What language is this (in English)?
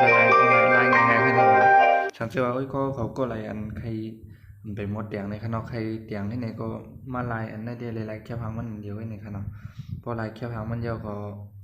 Shan